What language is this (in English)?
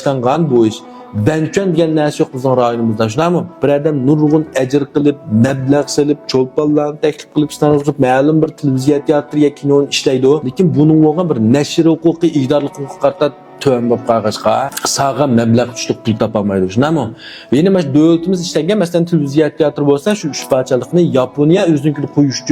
Uyghur